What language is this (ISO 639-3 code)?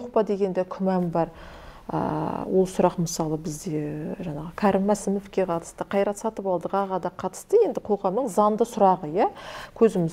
kaz